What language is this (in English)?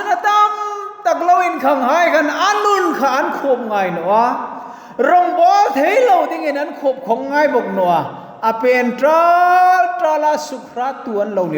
Hmar